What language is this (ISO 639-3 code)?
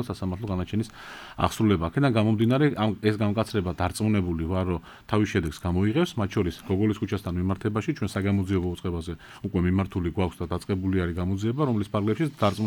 kat